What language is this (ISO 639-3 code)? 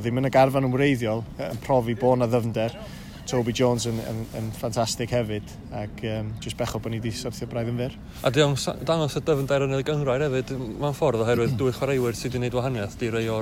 cym